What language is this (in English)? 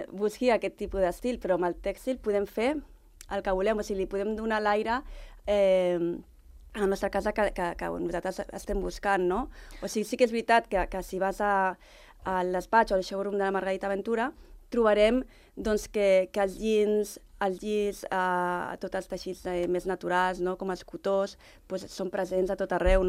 Catalan